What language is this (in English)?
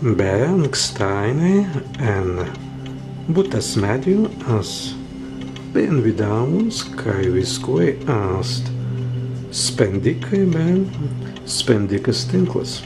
Prussian